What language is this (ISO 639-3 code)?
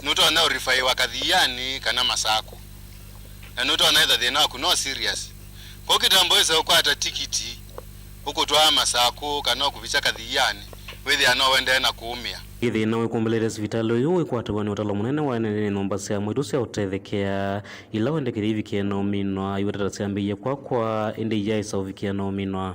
kam